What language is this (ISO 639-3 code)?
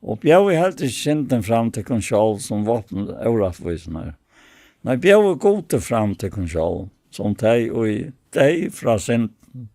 fao